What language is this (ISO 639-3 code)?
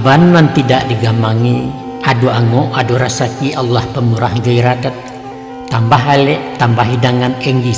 min